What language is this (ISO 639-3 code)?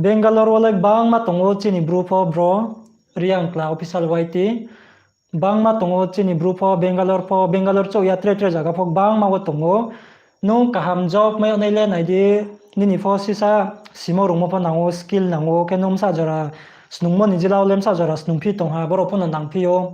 ria